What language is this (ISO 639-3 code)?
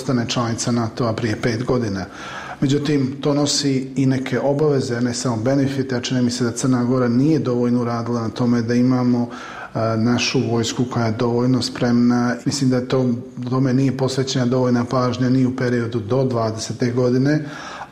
srp